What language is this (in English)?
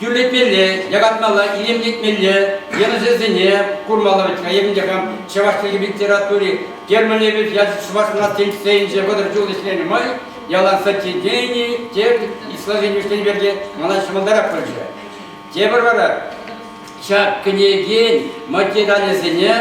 Chuvash